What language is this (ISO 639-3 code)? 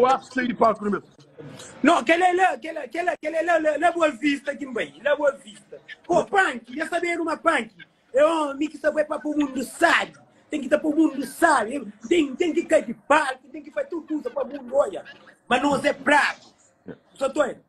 kea